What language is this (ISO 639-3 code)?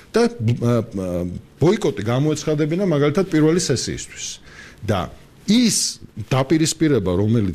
kat